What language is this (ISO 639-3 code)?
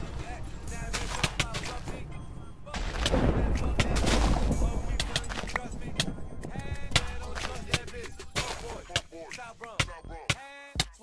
eng